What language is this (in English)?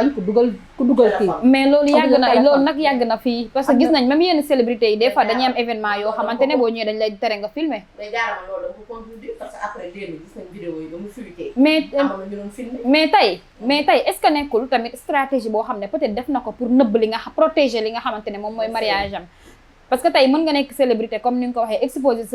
Wolof